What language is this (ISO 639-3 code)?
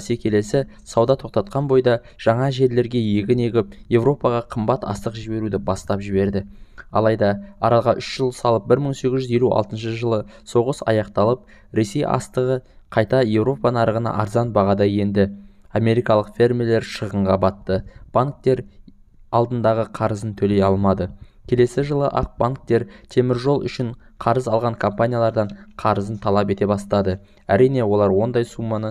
kaz